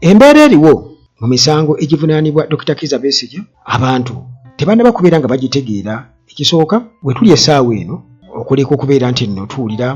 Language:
Ganda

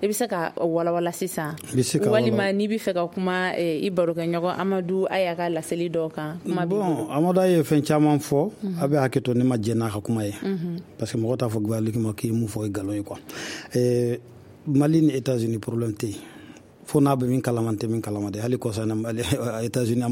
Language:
Bambara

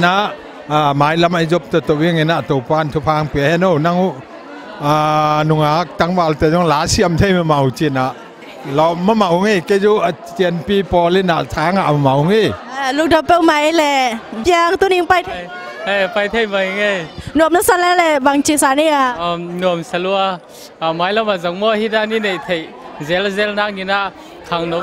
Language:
Tedim Chin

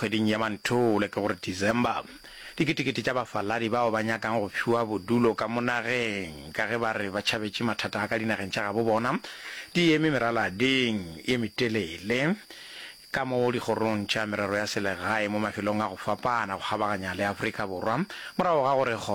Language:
Northern Sotho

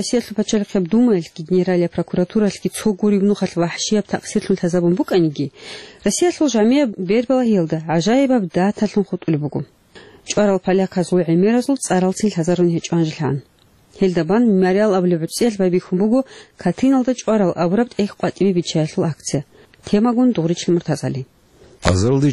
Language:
Avaric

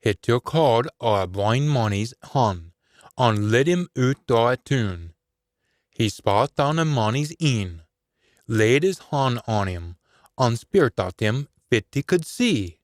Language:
Scots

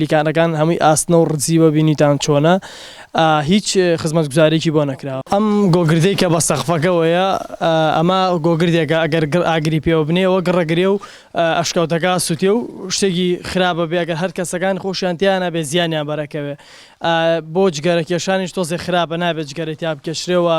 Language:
Central Kurdish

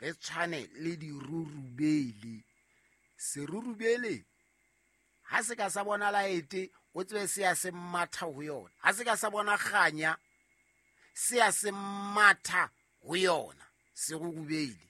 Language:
Southern Sotho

